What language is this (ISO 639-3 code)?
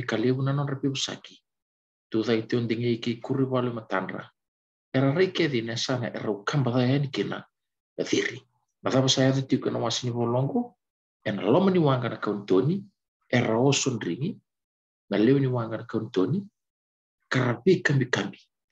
fij